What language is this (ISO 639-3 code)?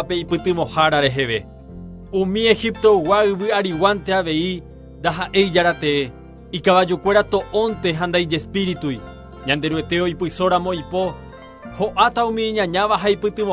grn